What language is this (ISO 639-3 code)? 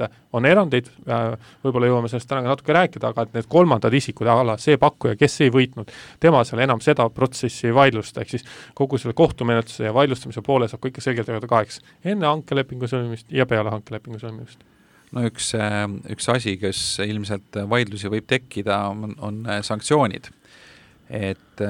est